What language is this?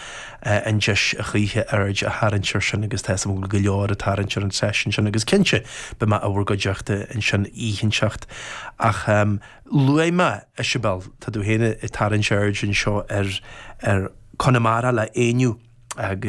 Irish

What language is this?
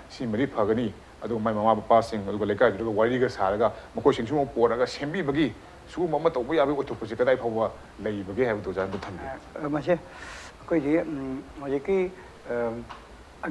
Manipuri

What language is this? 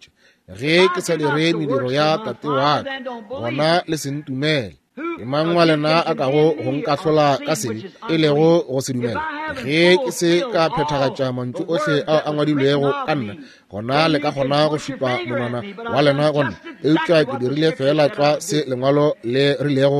Northern Sotho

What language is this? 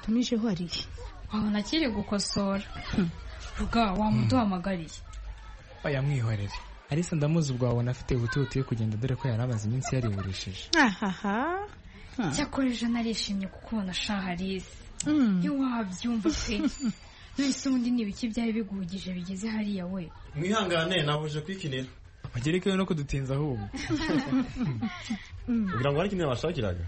Kinyarwanda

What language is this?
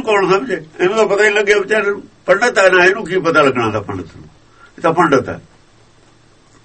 Punjabi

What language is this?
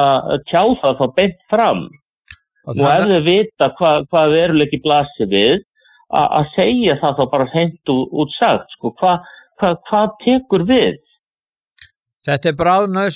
Icelandic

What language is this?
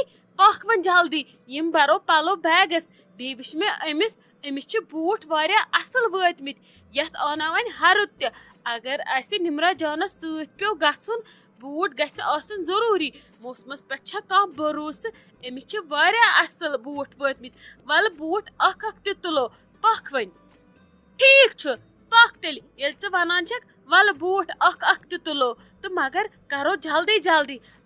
Kashmiri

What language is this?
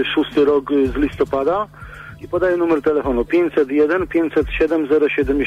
Polish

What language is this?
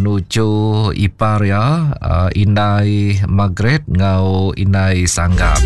Iban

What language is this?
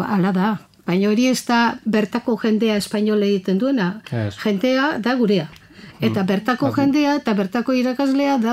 Basque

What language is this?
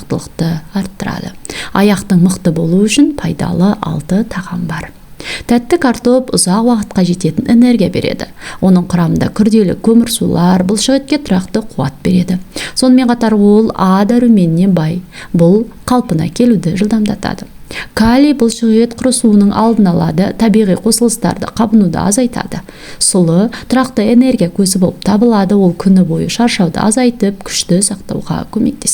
Kazakh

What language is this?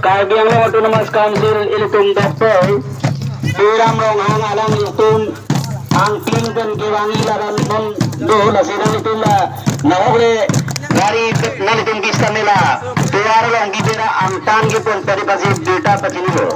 Karbi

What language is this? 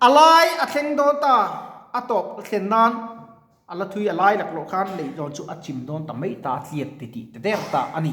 Mizo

